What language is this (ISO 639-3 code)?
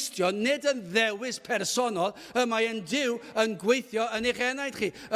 cym